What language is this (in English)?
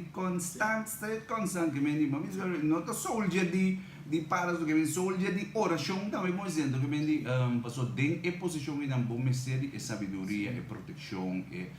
Papiamento